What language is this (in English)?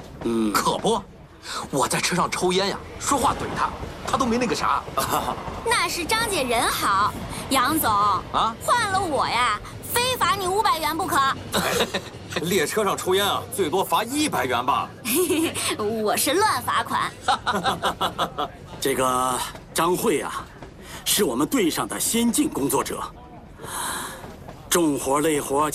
Chinese